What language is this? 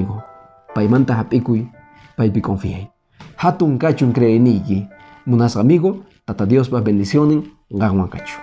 Quechua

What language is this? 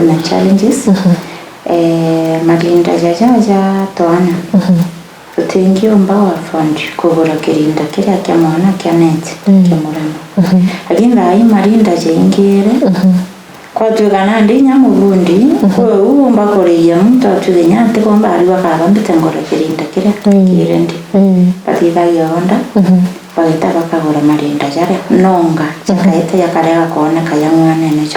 Meru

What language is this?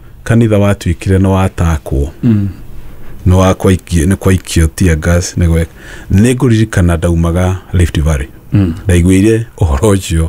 Kikuyu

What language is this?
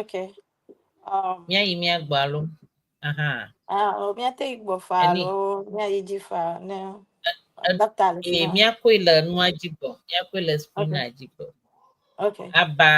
Ewe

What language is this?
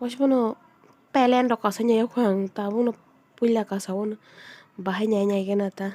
Kok Borok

